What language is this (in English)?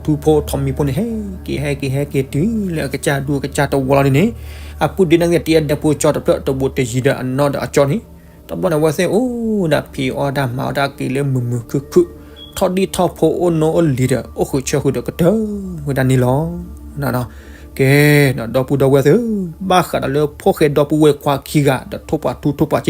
S'gaw Karen